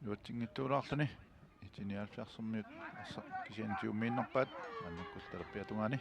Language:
Kalaallisut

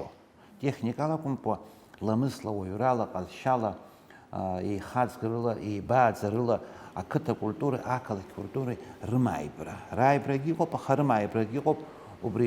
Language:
Abkhazian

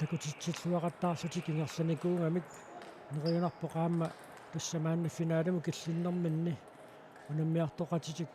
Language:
Kalaallisut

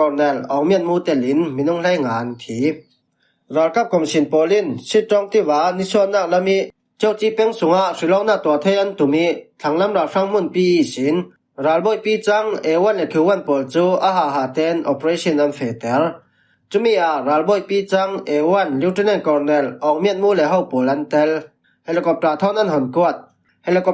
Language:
Falam Chin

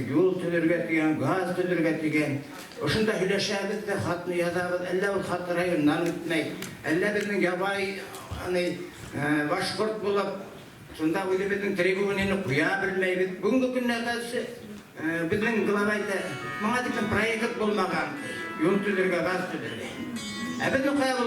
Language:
Bashkir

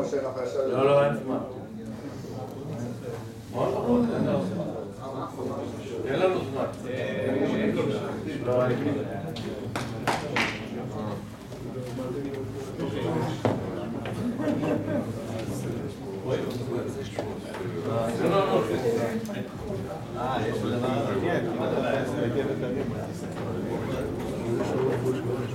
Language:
Hebrew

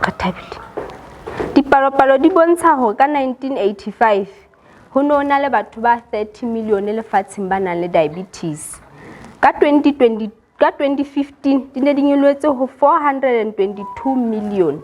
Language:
Southern Sotho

